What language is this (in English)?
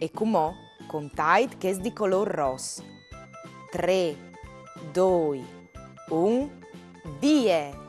Friulian